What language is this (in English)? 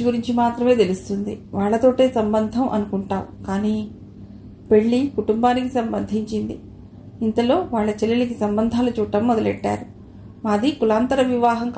Telugu